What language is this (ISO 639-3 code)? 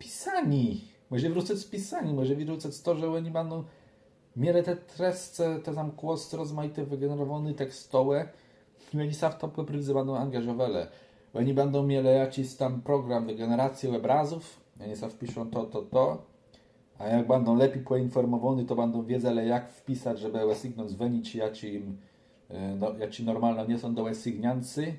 csb